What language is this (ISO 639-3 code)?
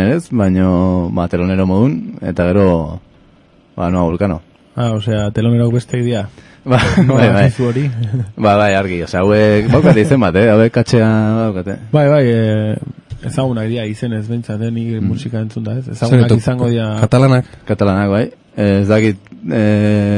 eus